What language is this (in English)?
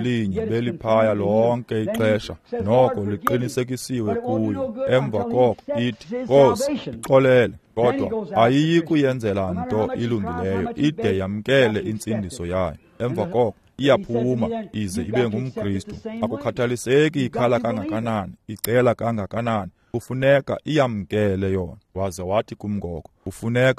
Xhosa